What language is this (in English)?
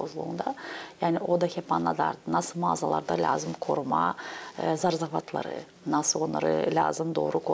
Gagauz